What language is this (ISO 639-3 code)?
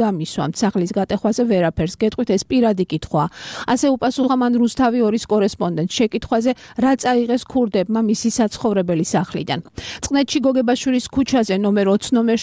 kat